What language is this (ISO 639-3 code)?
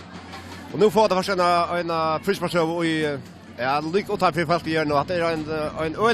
fao